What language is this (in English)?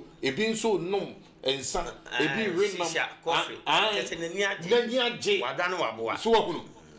Akan